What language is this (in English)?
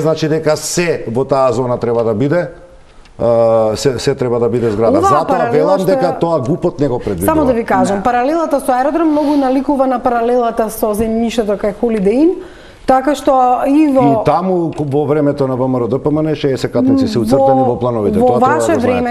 Macedonian